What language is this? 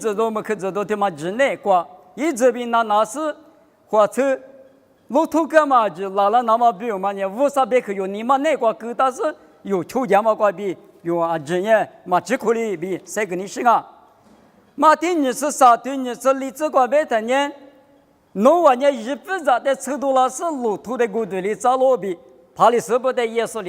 Lisu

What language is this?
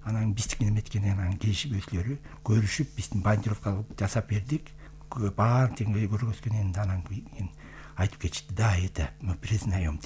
Kyrgyz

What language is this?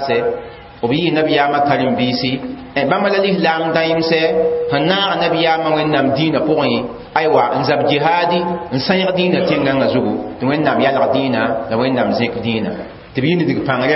Mossi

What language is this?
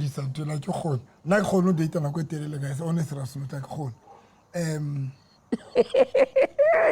Southern Sotho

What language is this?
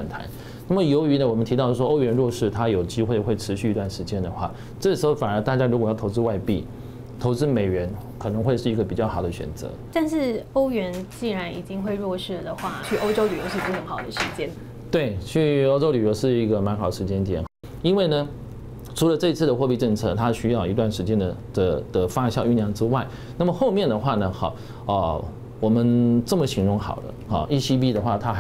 Chinese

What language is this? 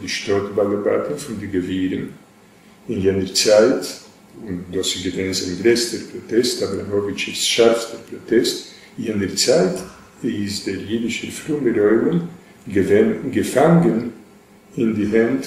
Yiddish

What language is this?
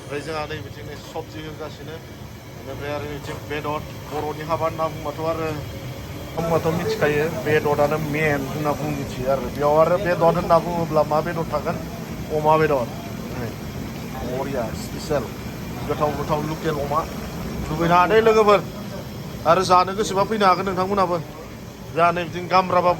Bodo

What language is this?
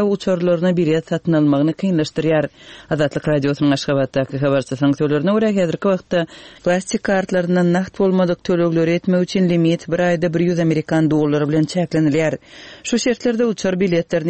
Turkmen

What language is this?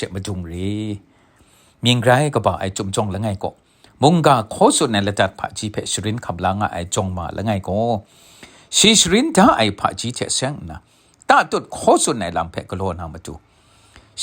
Kachin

